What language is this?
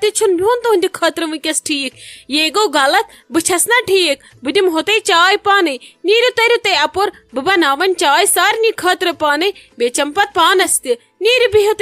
Kashmiri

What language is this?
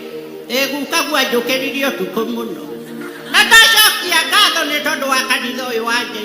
Kikuyu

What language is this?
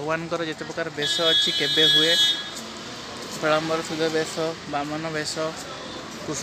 Odia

